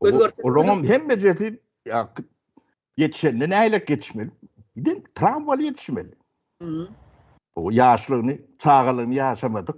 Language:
Turkmen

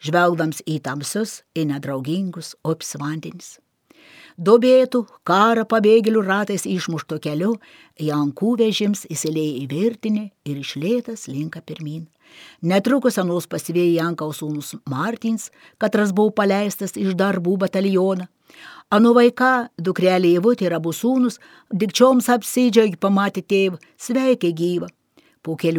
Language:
Lithuanian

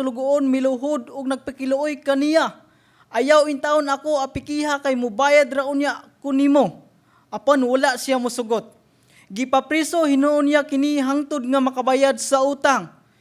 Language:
Cebuano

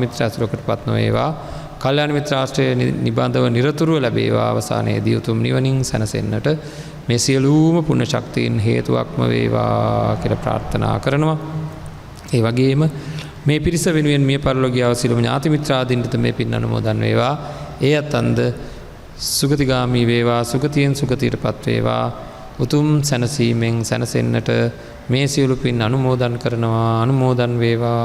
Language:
Sinhala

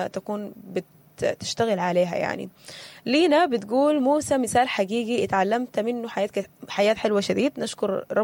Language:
Sudanese Arabic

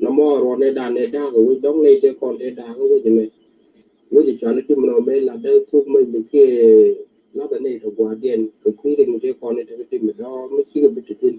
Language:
Nuer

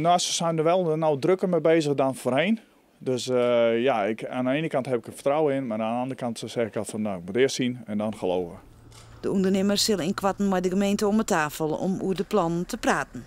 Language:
Western Frisian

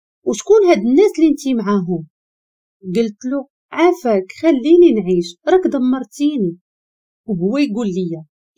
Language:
Moroccan Arabic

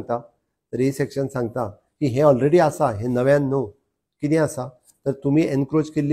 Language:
Konkani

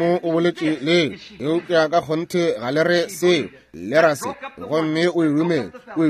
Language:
Northern Sotho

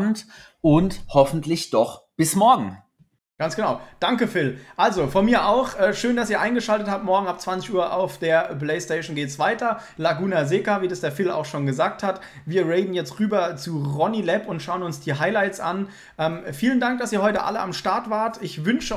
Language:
German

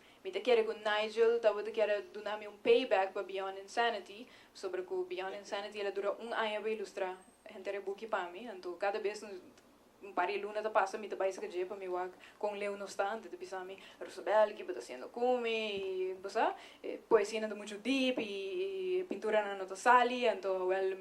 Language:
Papiamento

